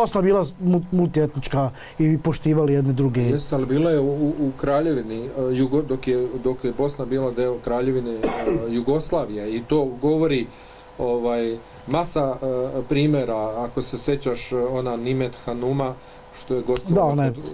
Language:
Bosnian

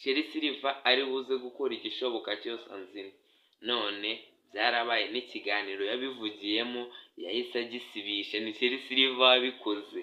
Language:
Kinyarwanda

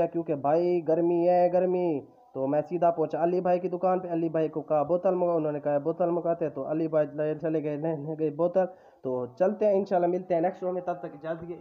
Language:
Hindi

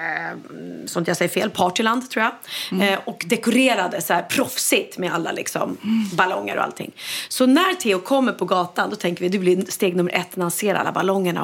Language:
Swedish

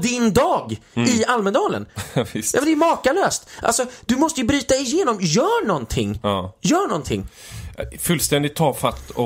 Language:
Swedish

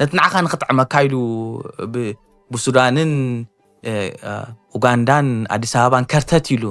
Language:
Tigrinya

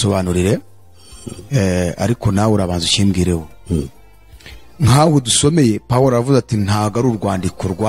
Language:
Kinyarwanda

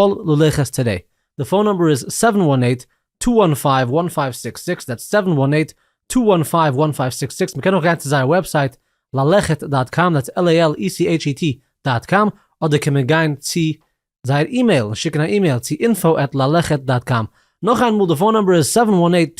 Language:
Yiddish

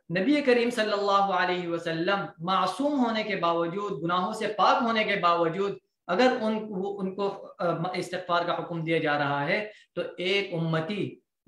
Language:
Urdu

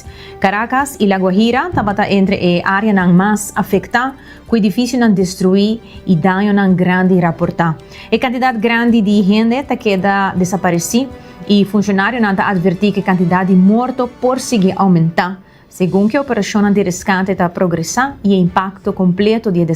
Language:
Papiamento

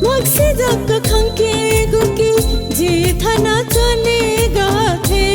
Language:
Newari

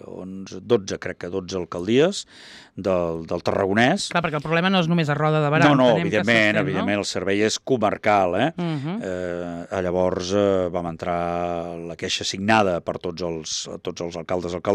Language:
Catalan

